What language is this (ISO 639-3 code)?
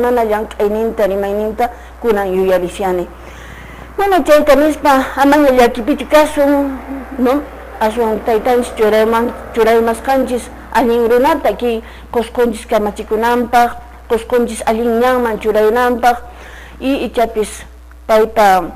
que